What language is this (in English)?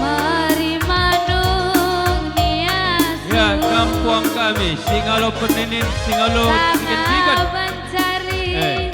Batak Karo